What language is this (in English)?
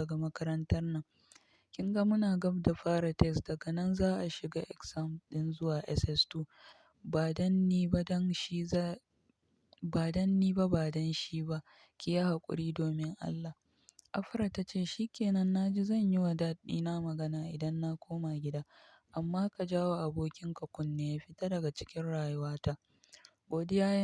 Hausa